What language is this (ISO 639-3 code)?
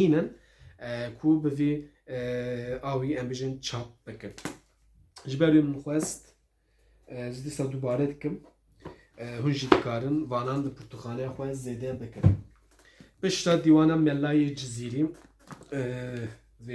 kur